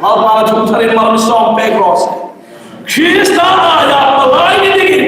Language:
Hmar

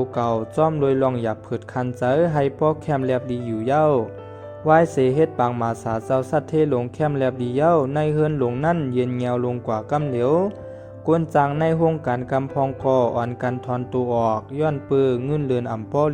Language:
Shan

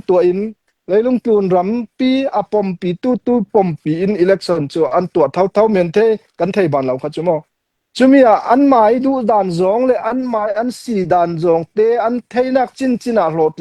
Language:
Hakha Chin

